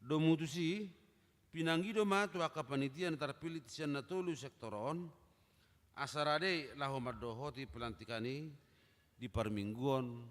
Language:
Batak Toba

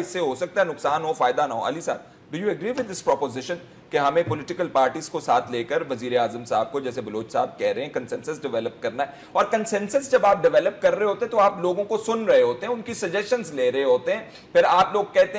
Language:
Urdu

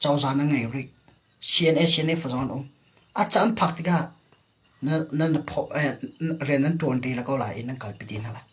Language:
Hakha Chin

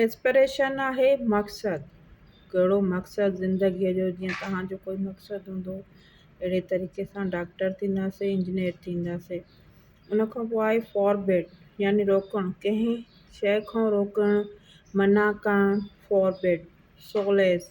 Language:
Sindhi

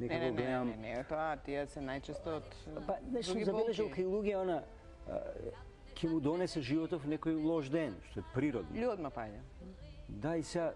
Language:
Macedonian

